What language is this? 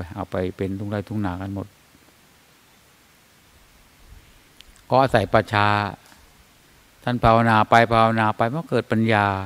Thai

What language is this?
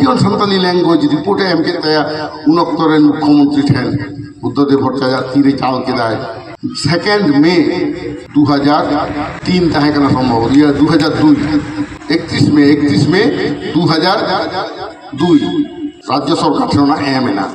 Santali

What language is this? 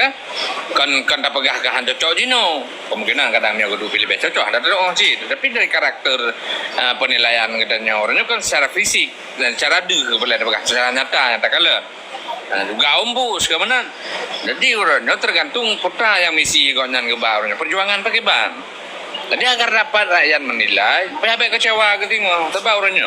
Achinese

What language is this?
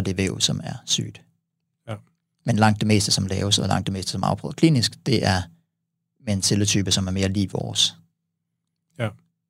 Danish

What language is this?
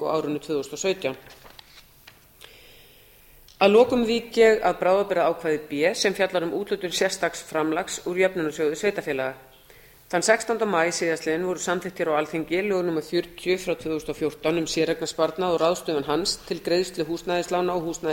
Icelandic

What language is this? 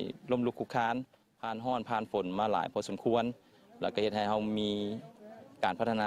Lao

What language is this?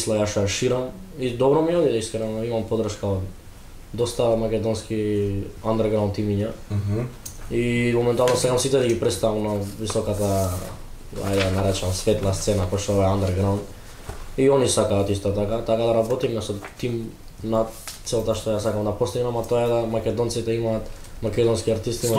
Macedonian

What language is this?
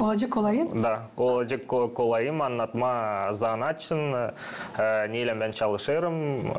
Gagauz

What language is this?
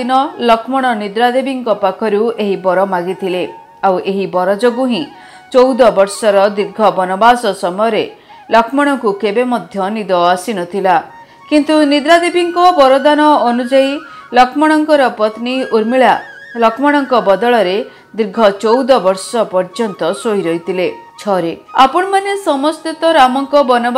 Odia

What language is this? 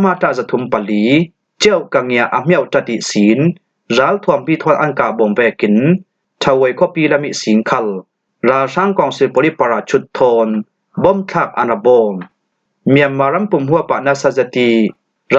Falam Chin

